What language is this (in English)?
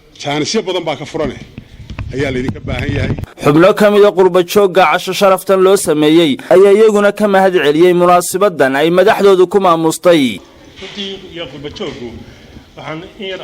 Somali